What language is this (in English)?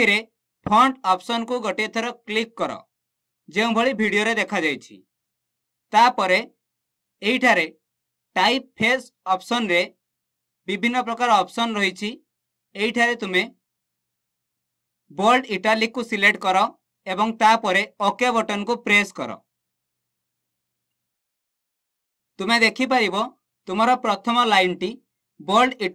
Odia